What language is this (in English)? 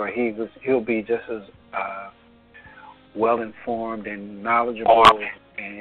English